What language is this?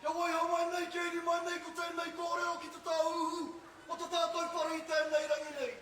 Māori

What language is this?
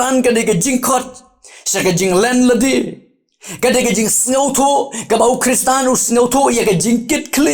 Khasi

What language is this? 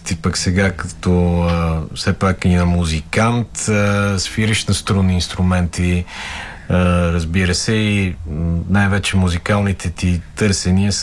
Bulgarian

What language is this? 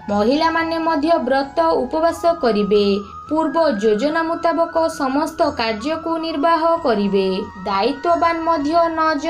Odia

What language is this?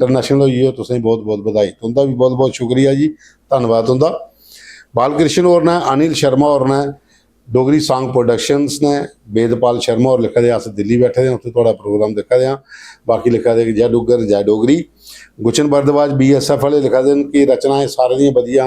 Dogri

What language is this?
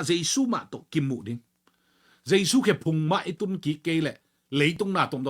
Tedim Chin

